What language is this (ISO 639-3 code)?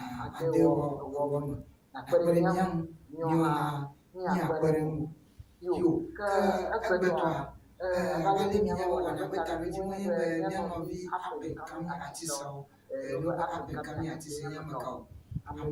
ewe